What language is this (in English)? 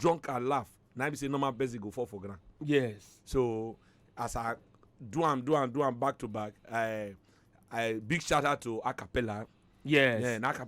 Nigerian Pidgin